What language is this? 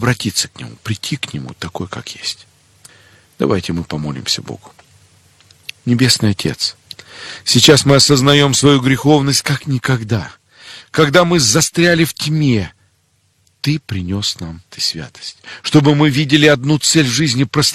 Russian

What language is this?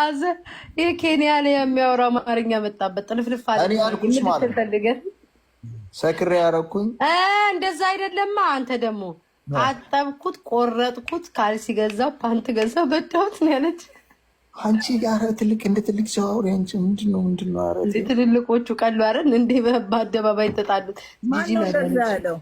Amharic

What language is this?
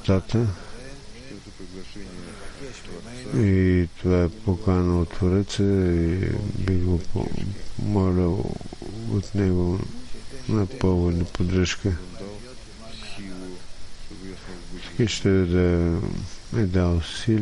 Bulgarian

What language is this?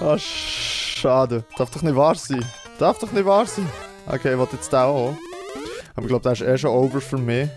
Swiss German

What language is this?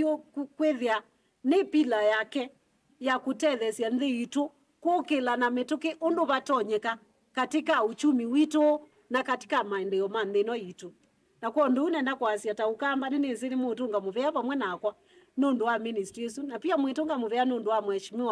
Kamba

